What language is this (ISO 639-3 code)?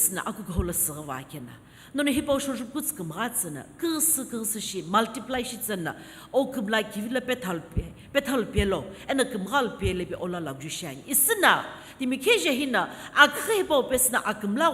nsm